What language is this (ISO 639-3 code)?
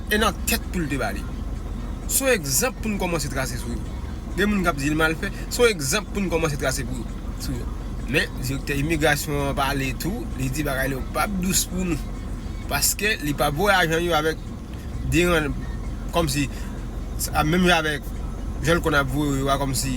hat